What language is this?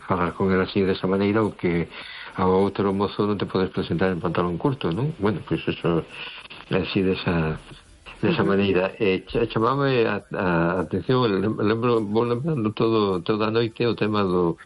Galician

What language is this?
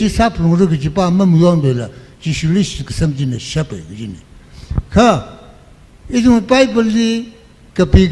Tangkhul Naga (India)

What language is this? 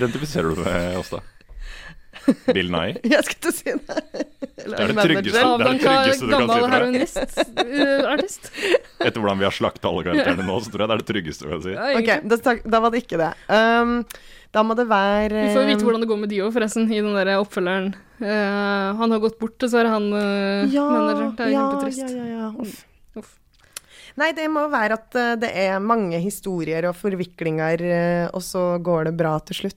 Norwegian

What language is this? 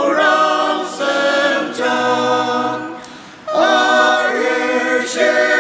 Ao Naga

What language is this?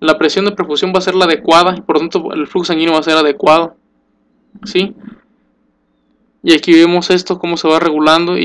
Spanish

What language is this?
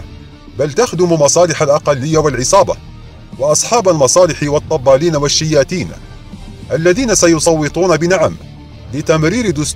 Arabic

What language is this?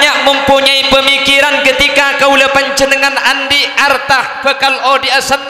Madurese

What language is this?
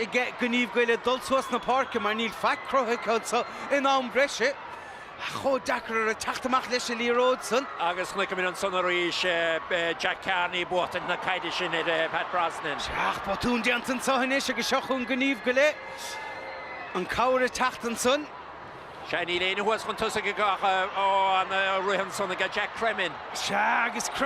Irish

